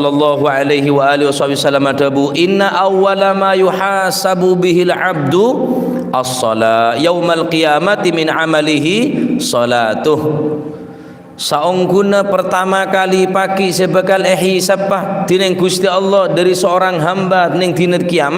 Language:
Madurese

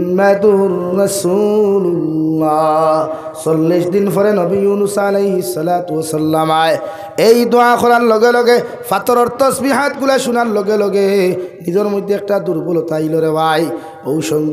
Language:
Sylheti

